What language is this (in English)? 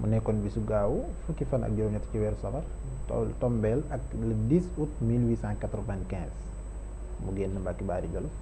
Wolof